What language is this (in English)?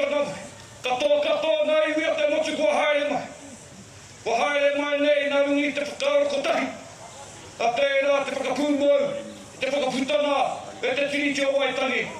Māori